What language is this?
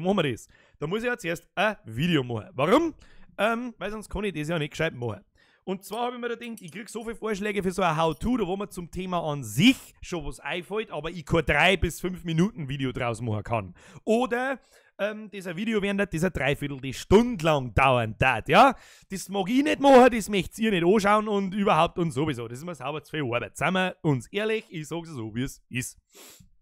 Bavarian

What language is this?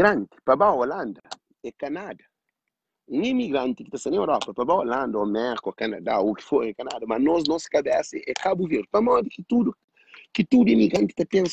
Kabuverdianu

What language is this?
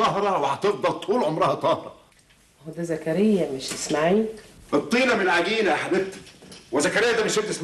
Egyptian Arabic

